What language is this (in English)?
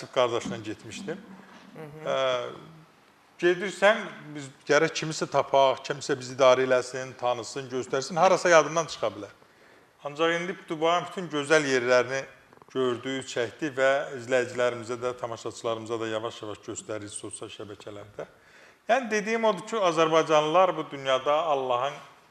Azerbaijani